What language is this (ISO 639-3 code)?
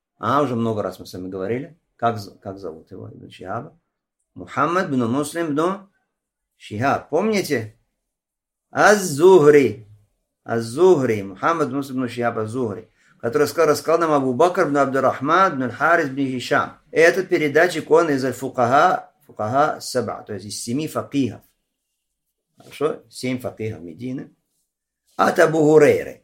rus